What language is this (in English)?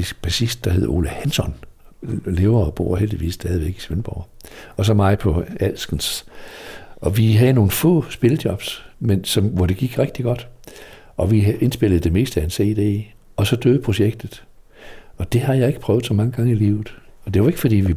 Danish